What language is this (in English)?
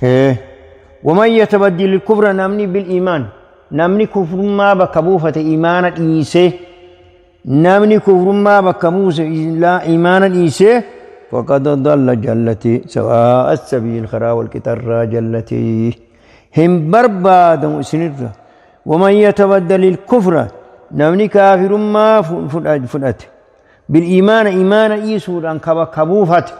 Oromo